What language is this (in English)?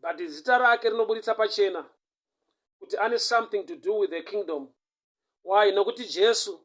Shona